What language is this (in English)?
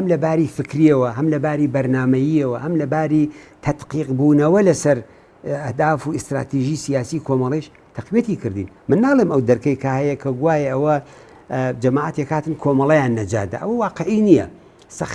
Central Kurdish